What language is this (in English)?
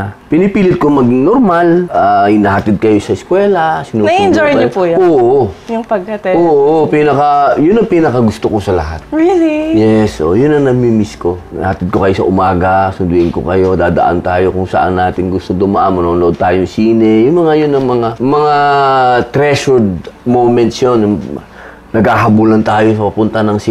Filipino